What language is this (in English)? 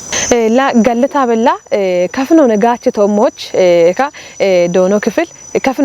Kafa